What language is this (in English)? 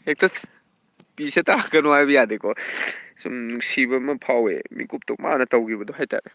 Manipuri